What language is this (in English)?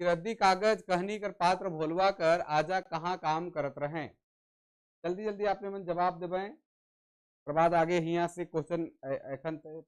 Sadri